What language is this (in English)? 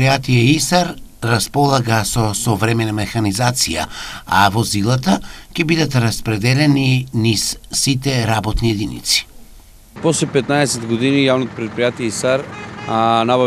Macedonian